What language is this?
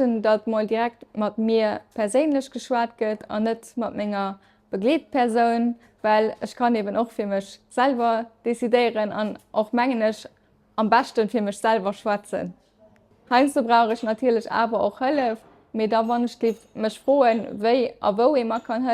Luxembourgish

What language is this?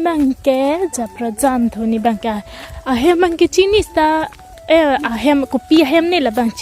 Karbi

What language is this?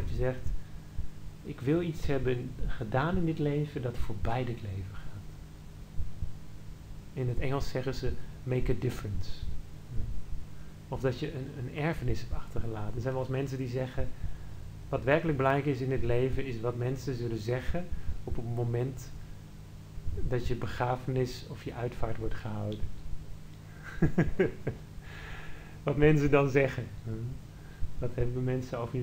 Dutch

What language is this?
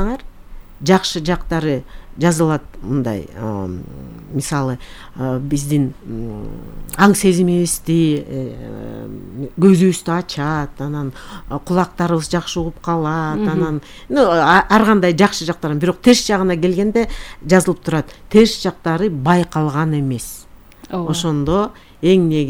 Kyrgyz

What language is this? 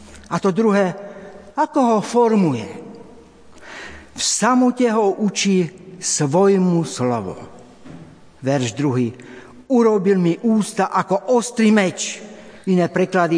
Slovak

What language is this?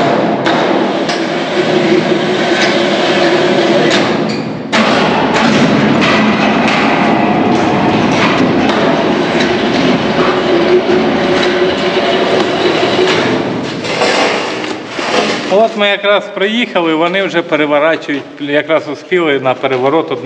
Ukrainian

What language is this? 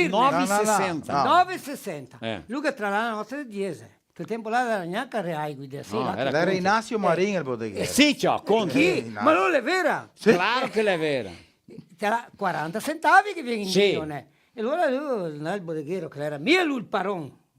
Venetian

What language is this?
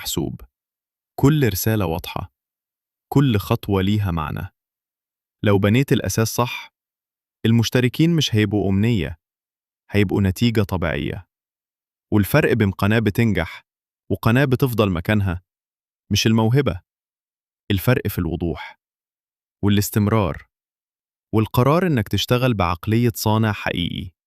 Egyptian Arabic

